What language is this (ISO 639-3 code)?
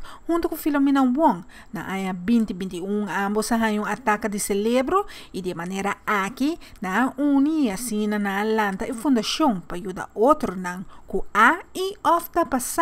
pap